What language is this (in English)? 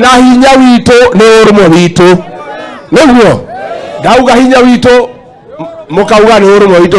Kikuyu